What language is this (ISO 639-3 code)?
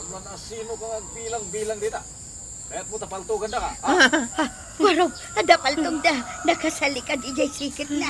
ilo